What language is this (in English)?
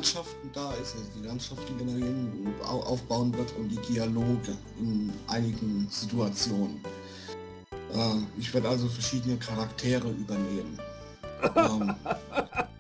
German